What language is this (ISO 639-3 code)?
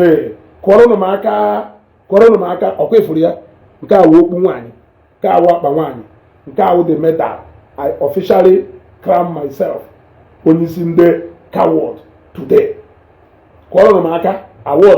ibo